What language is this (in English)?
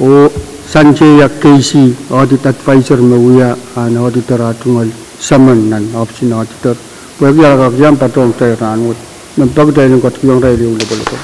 Pohnpeian